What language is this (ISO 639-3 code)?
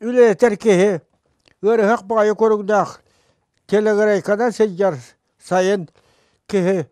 sah